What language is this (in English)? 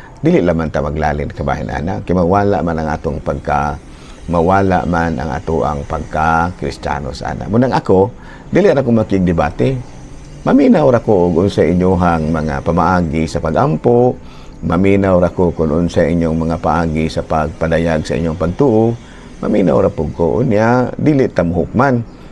Cebuano